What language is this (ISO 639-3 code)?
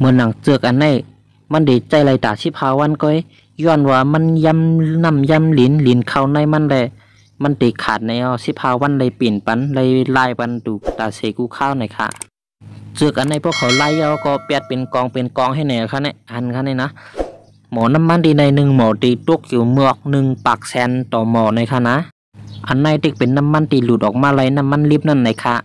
shn